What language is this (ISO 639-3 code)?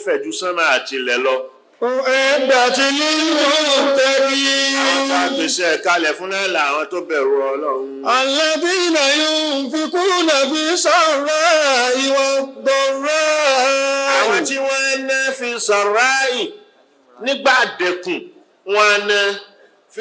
yor